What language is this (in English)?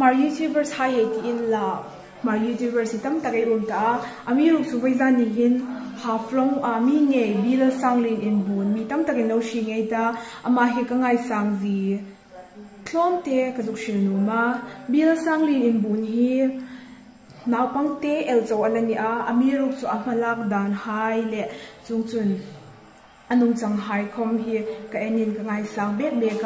Hmar